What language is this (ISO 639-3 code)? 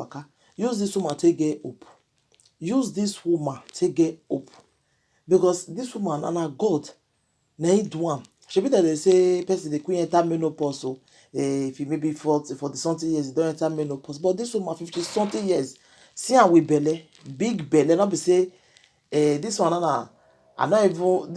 pcm